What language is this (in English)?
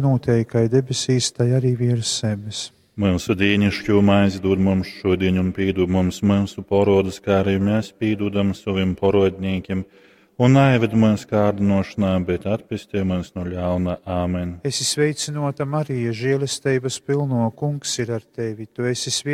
Latgalian